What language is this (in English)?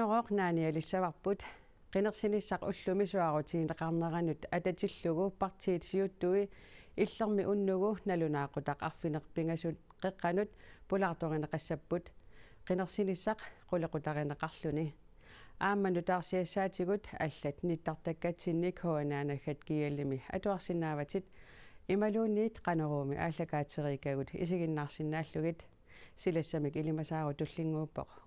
Kalaallisut